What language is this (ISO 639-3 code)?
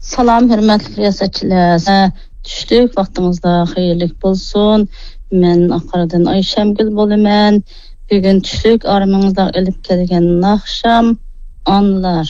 uig